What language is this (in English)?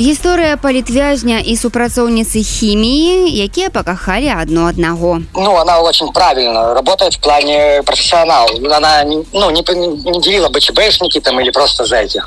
Belarusian